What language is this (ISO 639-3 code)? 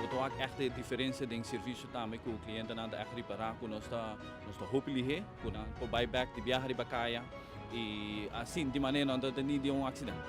pap